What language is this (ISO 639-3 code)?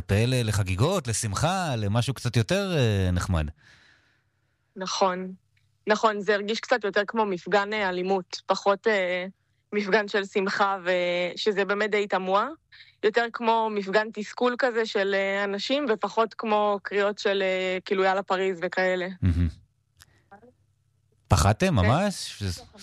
heb